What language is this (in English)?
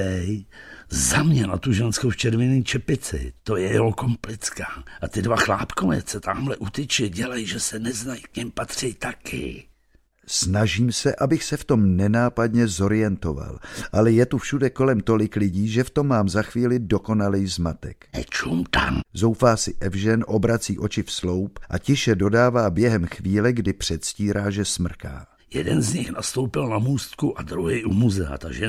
Czech